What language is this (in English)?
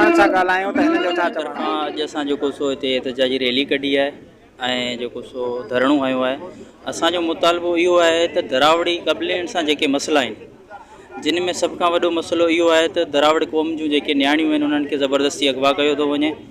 Sindhi